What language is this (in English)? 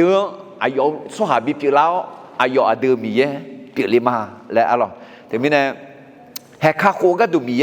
Akha